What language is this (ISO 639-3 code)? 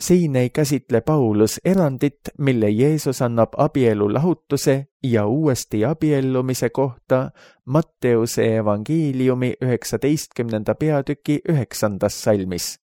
est